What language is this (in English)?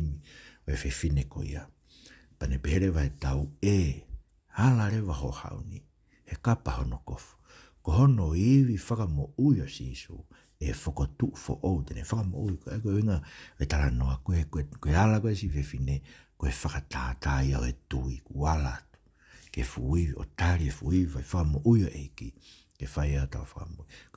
Tongan